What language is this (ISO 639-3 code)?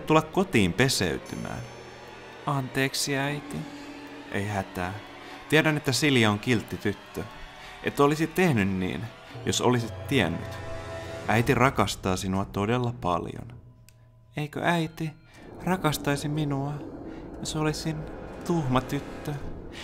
fin